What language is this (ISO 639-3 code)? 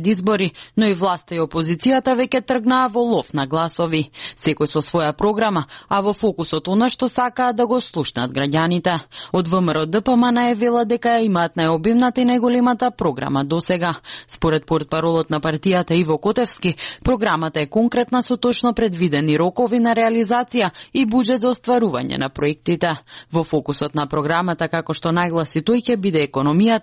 mkd